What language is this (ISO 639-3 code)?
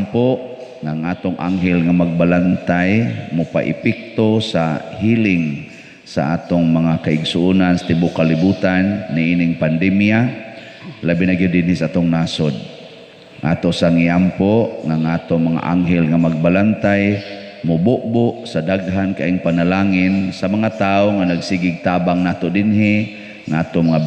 ceb